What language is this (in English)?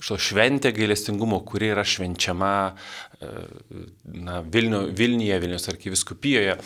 Lithuanian